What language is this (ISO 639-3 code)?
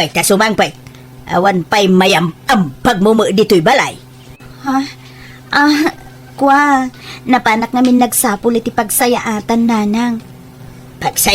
ilo